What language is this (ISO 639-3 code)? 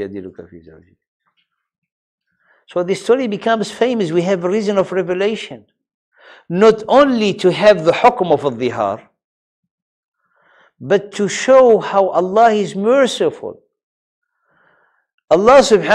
eng